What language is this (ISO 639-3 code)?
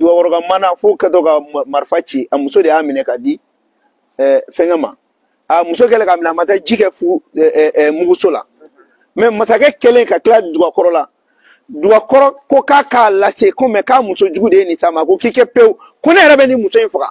bam